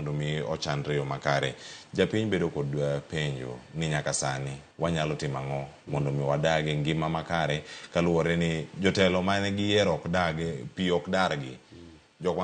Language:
Luo (Kenya and Tanzania)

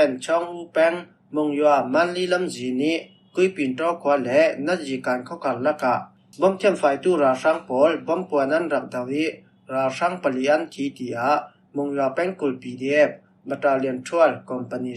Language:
Falam Chin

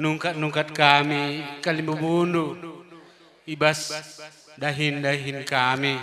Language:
Batak Karo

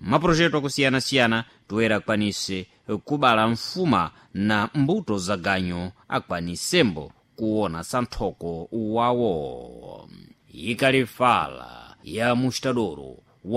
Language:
Sena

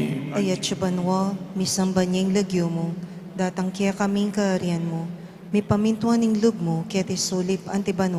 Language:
Pampanga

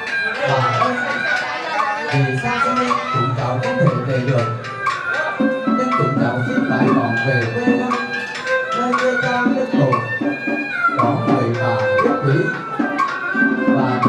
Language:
Vietnamese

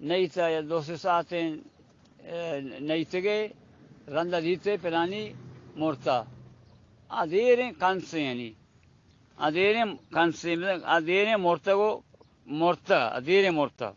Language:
Baluchi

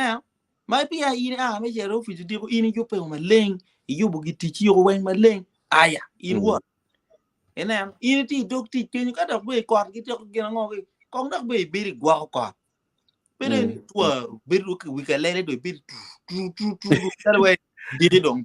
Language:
Acoli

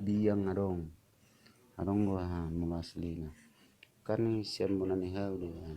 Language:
Batak Toba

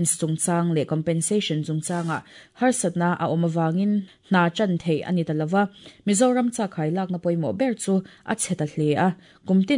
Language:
Mizo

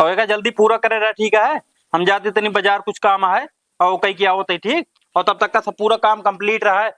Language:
Awadhi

